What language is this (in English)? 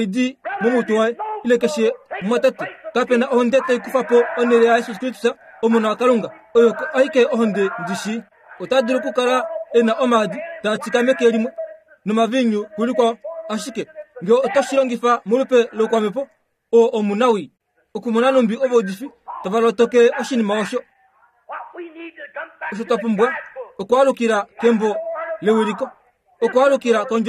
Kuanyama